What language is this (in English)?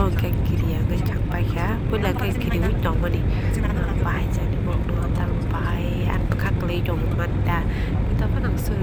Kok Borok